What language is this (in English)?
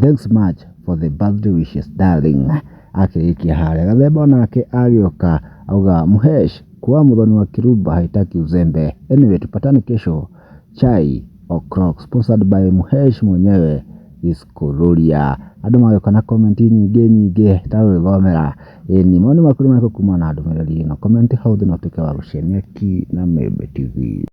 Kikuyu